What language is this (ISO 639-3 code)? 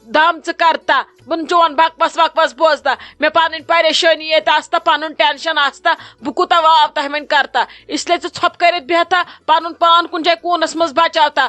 kas